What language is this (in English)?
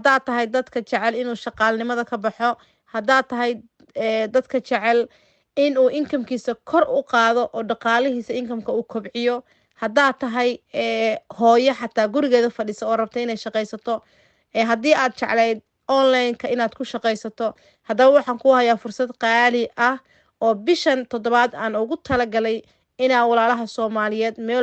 Somali